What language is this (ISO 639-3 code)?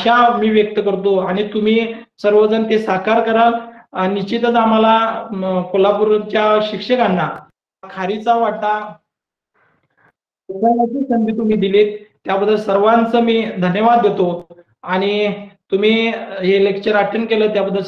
mar